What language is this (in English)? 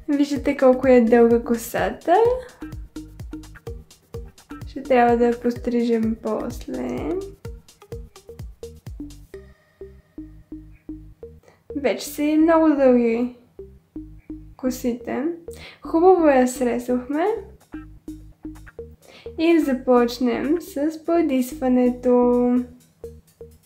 Bulgarian